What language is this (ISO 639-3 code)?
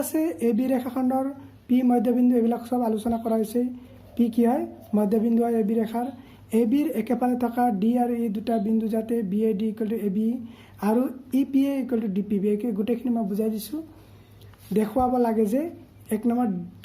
asm